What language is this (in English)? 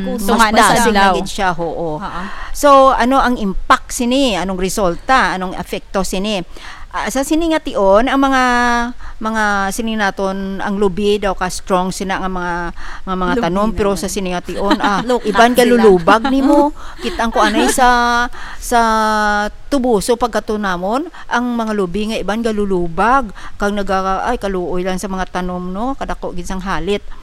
Hiligaynon